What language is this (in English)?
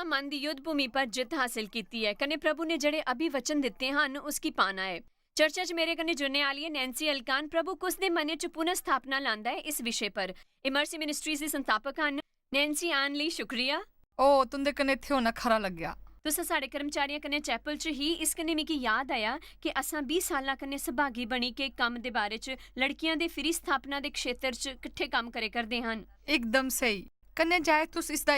Dogri